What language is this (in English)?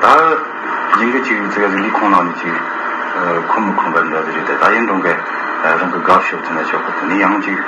Tibetan